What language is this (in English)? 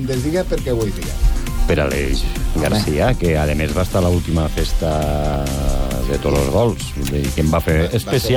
Catalan